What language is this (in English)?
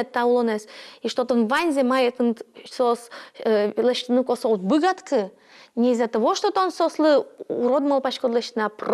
Udmurt